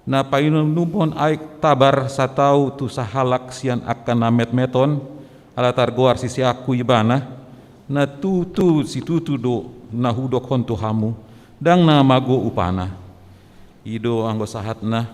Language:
Batak Toba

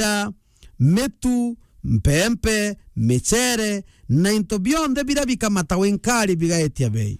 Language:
Meru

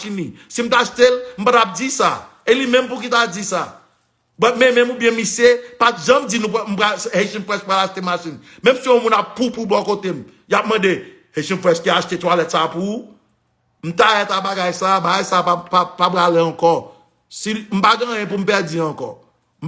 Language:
Haitian Creole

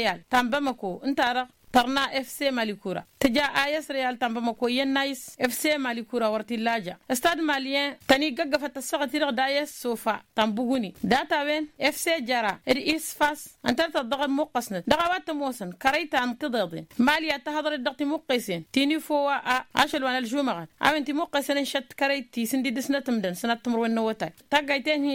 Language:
Tamasheq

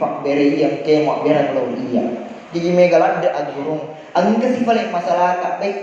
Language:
Buginese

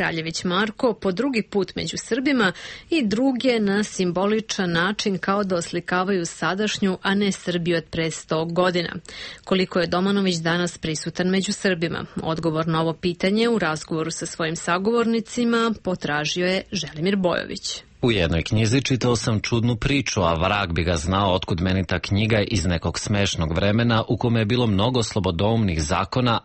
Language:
Serbian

